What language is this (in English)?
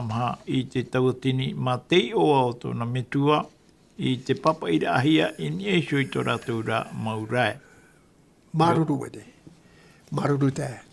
Tahitian